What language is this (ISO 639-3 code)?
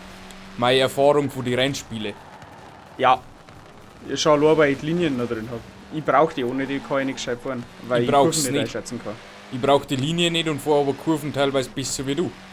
bar